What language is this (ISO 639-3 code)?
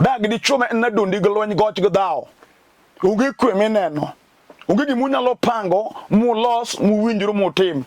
luo